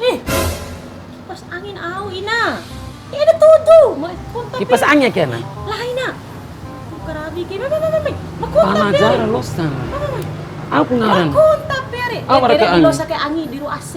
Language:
Bima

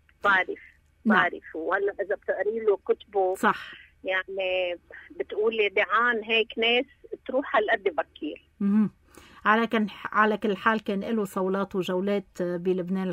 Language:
North Levantine Arabic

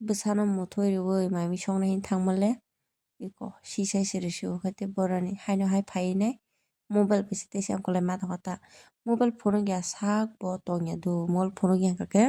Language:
Kok Borok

